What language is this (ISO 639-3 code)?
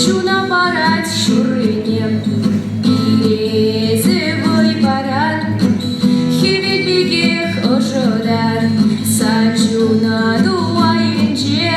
chv